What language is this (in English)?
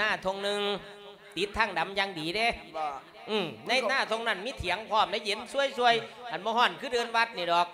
Lao